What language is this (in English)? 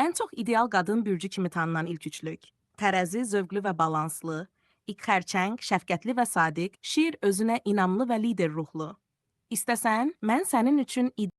Azerbaijani